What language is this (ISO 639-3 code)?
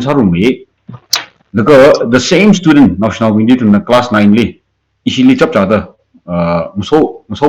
nmf